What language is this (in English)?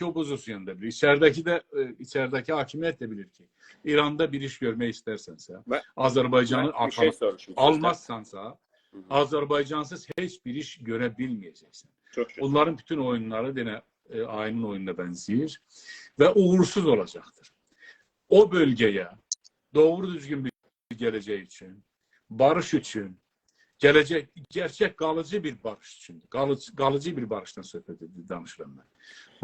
South Azerbaijani